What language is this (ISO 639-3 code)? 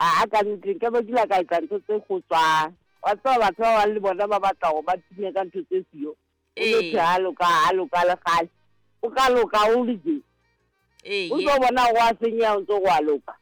sot